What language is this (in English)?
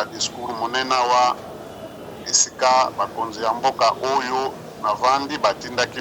Lingala